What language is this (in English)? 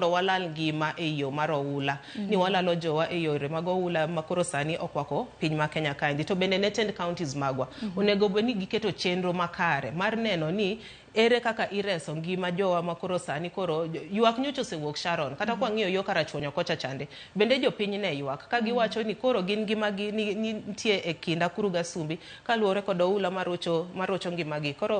Luo (Kenya and Tanzania)